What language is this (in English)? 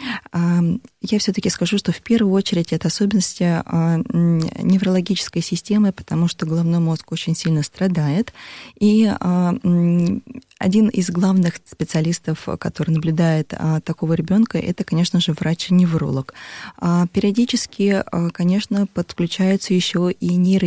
Russian